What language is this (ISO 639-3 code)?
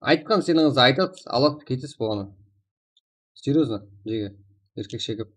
kaa